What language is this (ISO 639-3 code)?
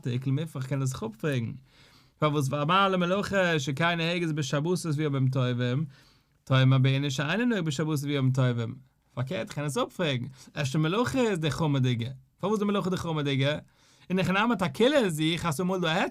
yid